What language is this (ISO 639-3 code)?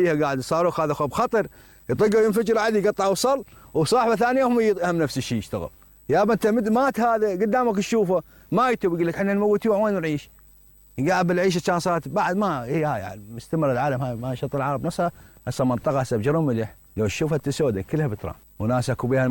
acm